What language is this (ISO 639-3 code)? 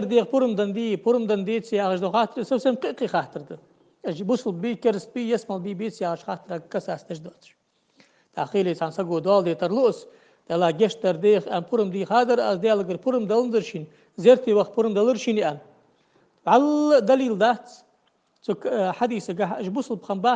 inh